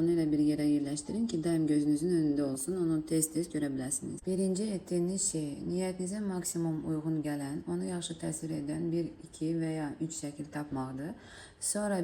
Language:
Azerbaijani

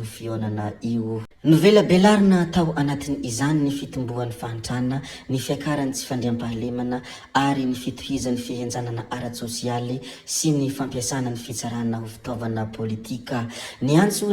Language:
Malagasy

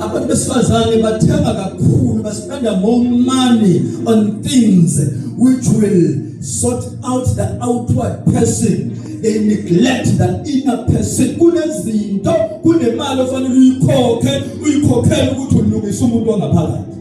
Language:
Zulu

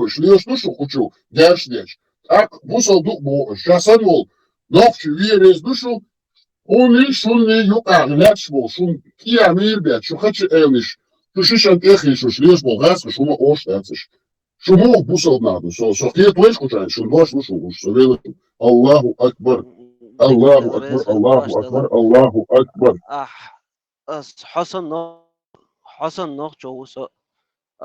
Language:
Chechen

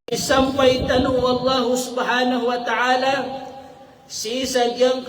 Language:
Maranao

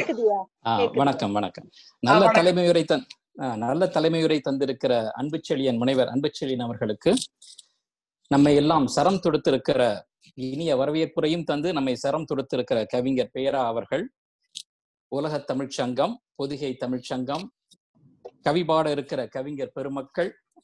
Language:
Tamil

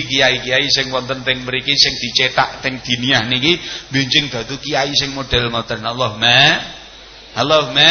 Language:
Javanese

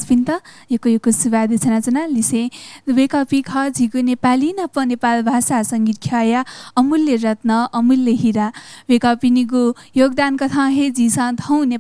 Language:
Newari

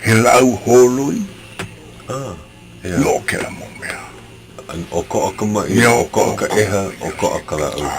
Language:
Hawaiian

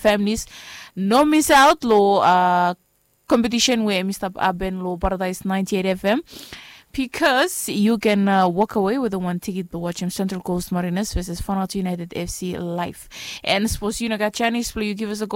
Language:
Bislama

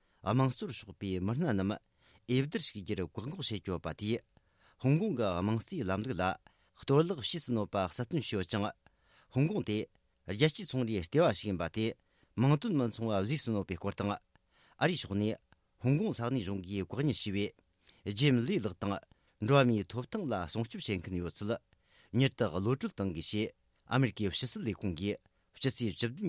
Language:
Tibetan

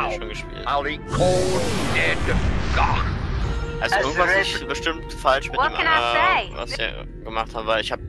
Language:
German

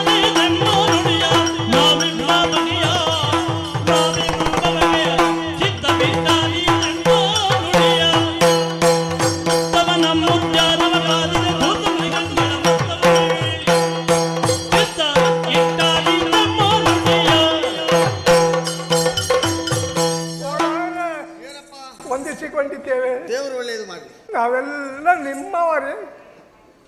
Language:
Kannada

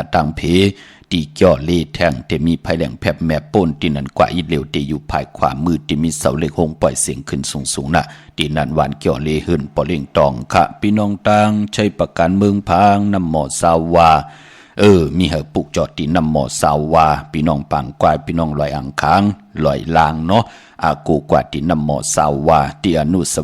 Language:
Shan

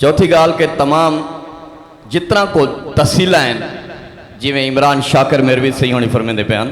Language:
Saraiki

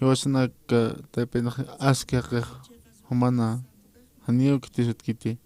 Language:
Aymara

